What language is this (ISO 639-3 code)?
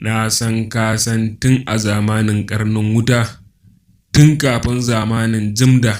hau